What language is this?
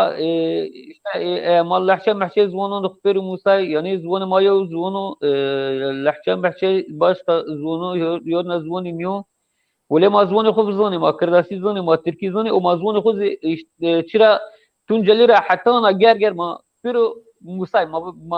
Zaza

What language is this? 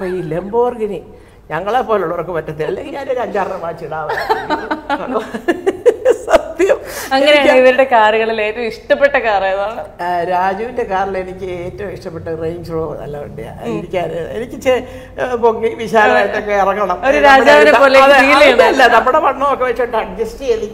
Malayalam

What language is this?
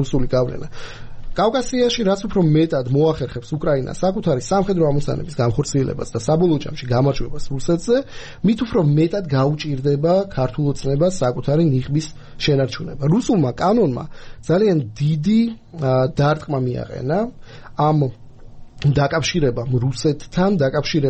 Georgian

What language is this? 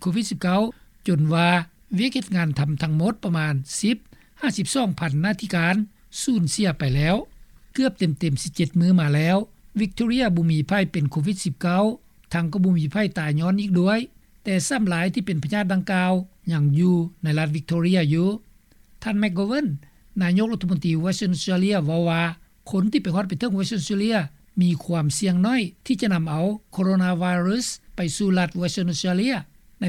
Lao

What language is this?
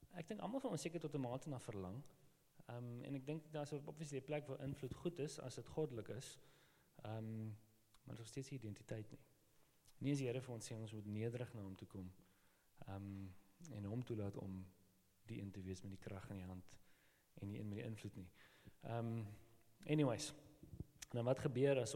Afrikaans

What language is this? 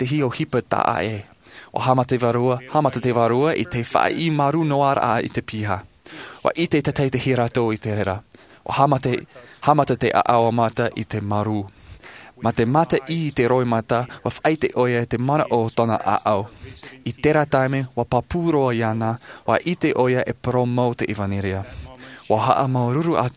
Tahitian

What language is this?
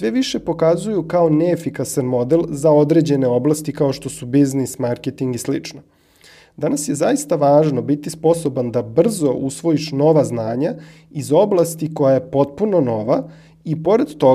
Serbian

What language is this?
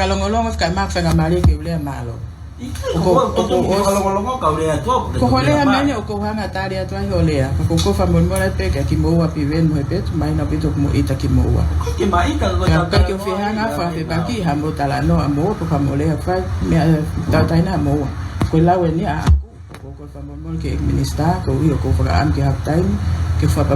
Tongan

